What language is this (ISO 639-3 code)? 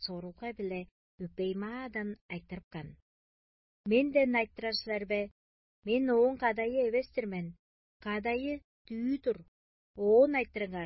tyv